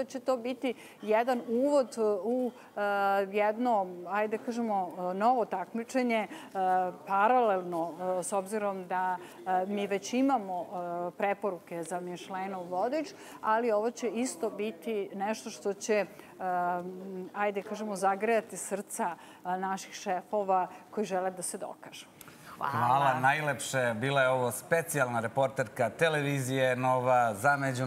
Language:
Serbian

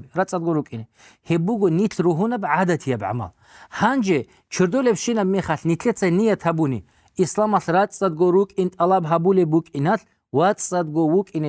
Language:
Avaric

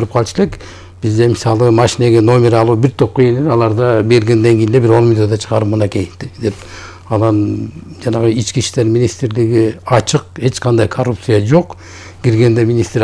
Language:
Kyrgyz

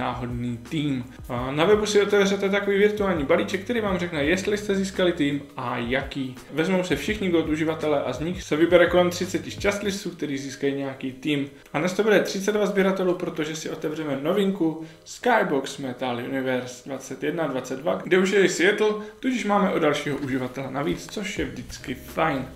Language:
Czech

